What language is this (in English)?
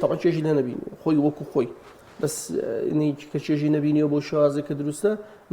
Central Kurdish